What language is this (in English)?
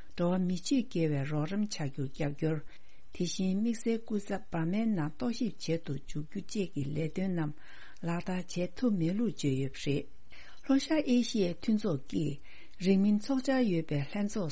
Tibetan